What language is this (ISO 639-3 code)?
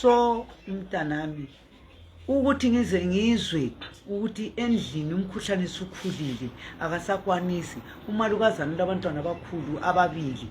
nde